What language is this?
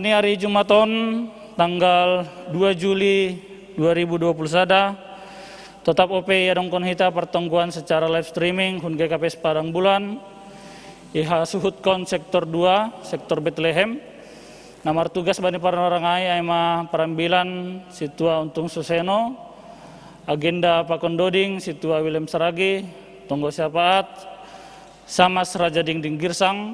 Batak Simalungun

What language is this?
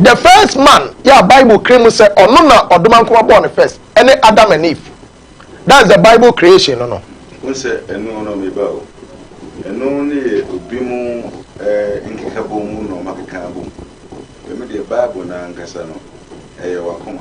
Akan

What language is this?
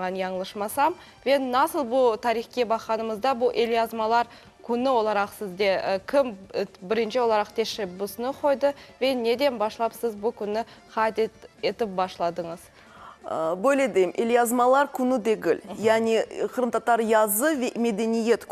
Crimean Tatar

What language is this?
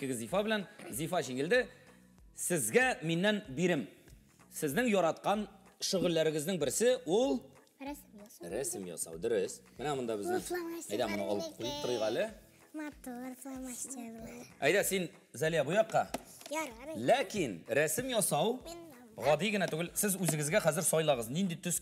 Tatar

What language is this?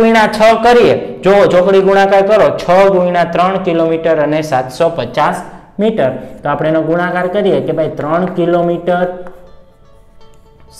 Gujarati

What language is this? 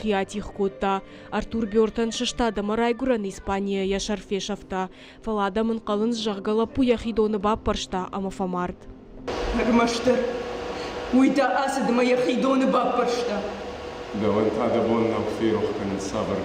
Ossetic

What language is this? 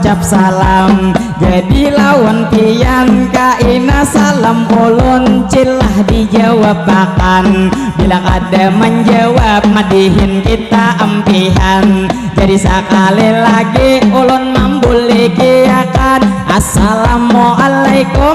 Banjar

